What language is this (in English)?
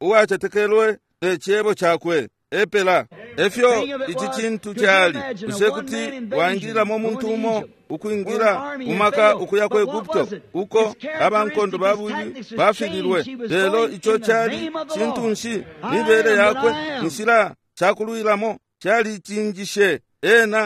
Bemba